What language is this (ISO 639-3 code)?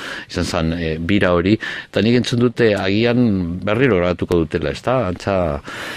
eus